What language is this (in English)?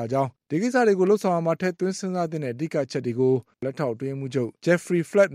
Burmese